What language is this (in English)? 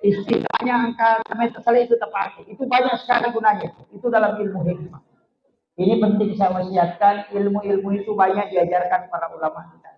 Buginese